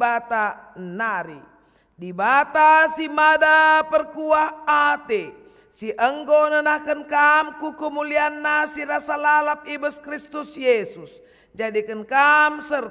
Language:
Batak Karo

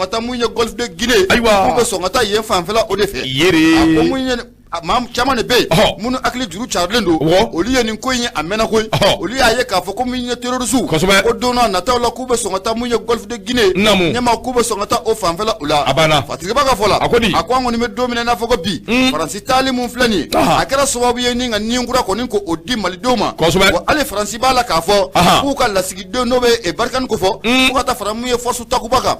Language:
Bambara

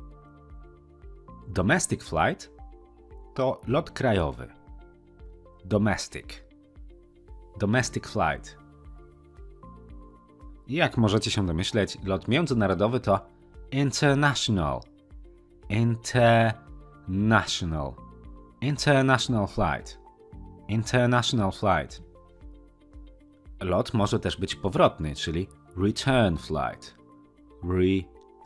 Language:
Polish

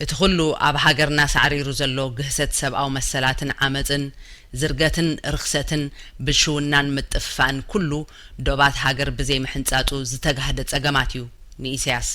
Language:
Tigrinya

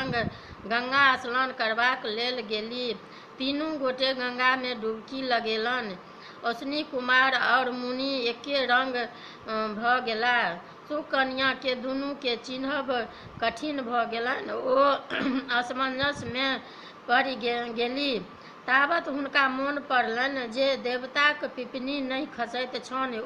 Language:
Maithili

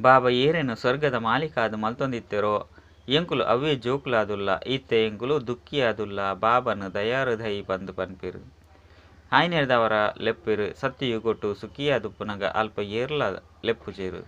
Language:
Tulu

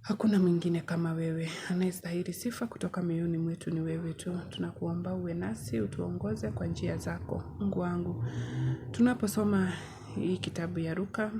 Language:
Swahili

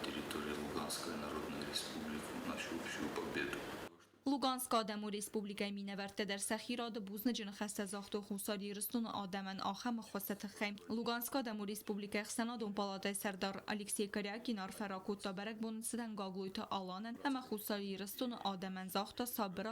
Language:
Ossetic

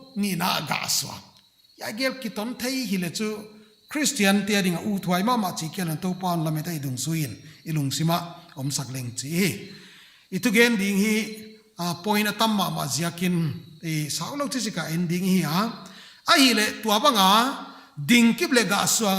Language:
Paite Chin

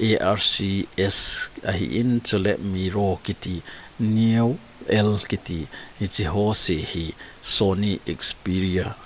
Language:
Thado Chin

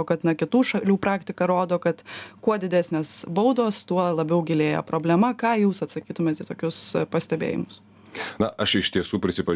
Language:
Lithuanian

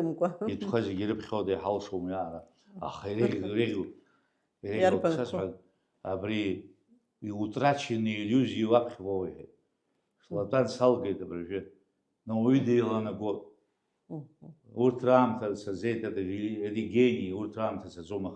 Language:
Abkhazian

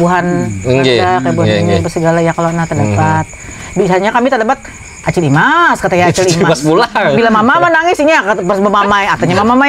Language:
Banjar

